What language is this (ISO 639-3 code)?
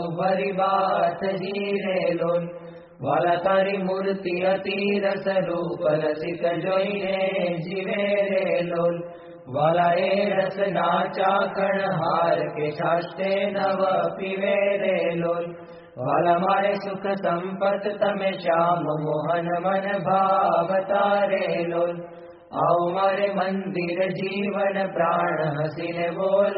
guj